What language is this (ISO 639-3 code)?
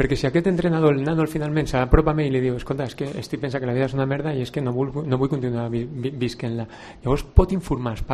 cat